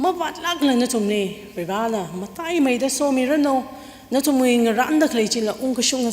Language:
Tangkhul Naga (India)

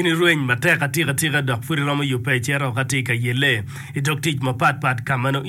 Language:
Acoli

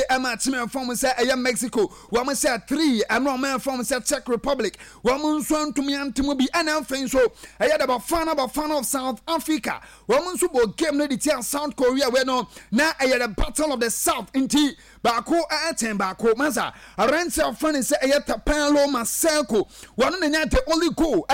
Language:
Akan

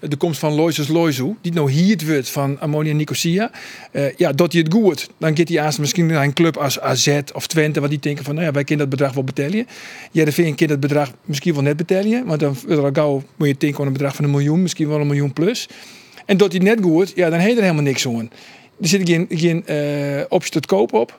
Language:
Western Frisian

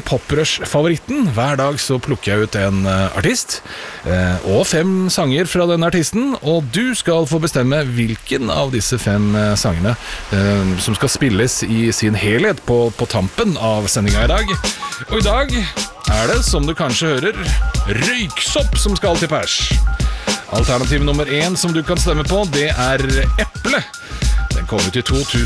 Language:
Norwegian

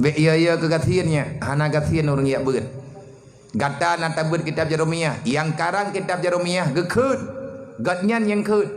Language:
Achinese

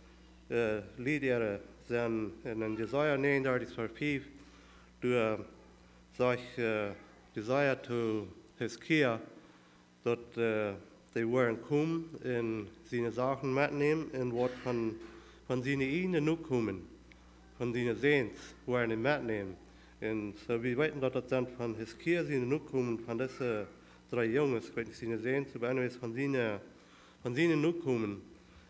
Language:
Plautdietsch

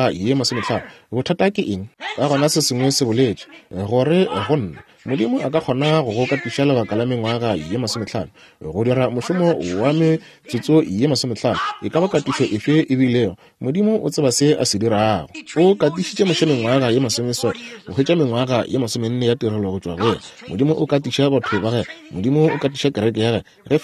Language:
Northern Sotho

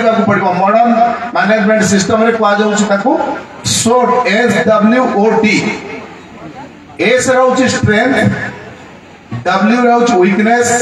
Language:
Odia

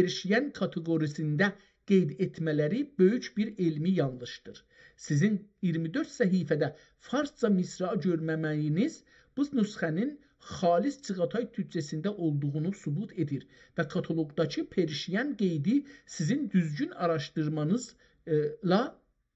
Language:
South Azerbaijani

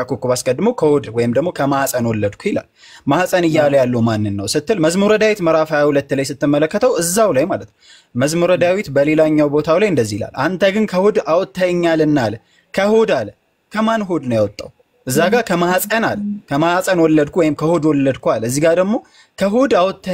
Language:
Amharic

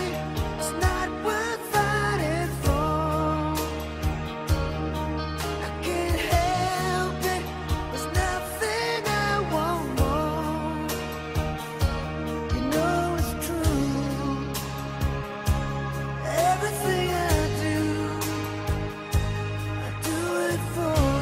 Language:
English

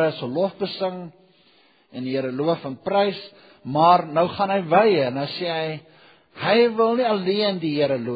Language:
Afrikaans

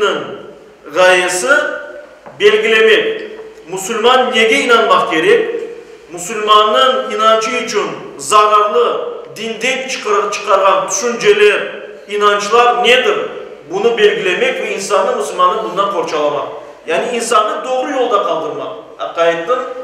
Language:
Crimean Tatar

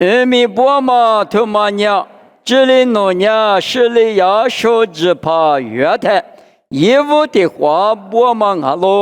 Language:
Lisu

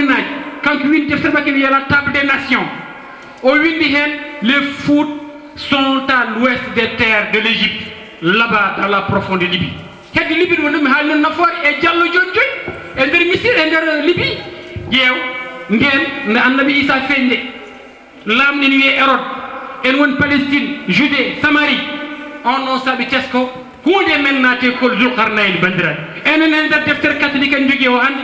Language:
Fula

